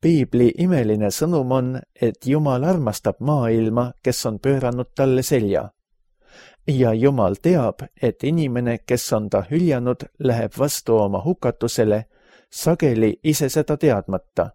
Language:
Estonian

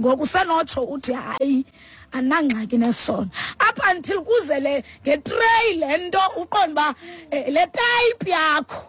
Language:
Xhosa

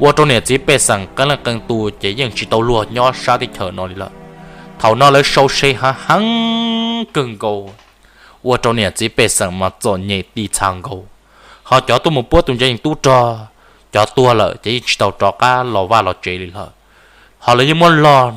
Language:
Hmong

